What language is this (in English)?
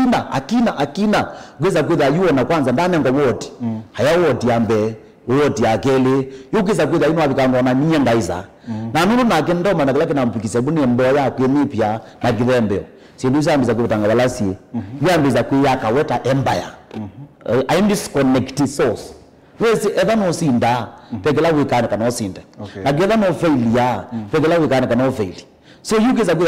Kamba